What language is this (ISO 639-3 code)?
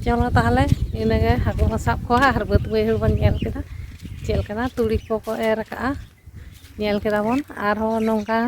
sat